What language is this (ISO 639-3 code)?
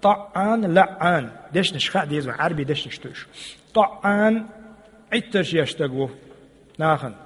che